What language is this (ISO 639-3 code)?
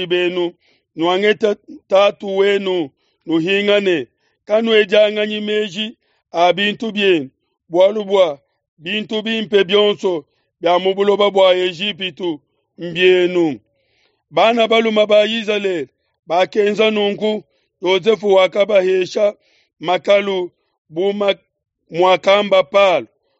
lua